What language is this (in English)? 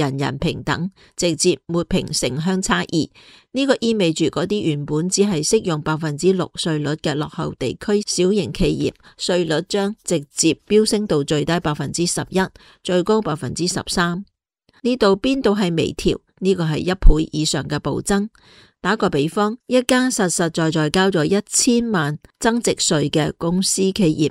Cantonese